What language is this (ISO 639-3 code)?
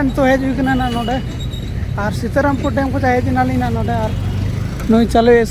sat